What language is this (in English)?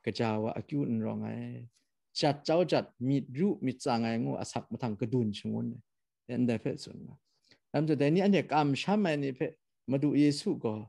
Kachin